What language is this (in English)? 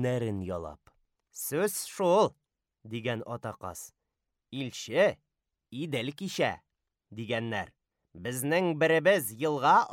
Tatar